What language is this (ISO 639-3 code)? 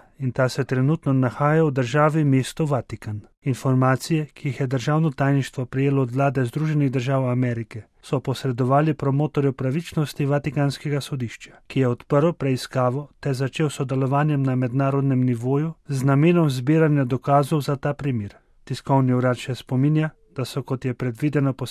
slv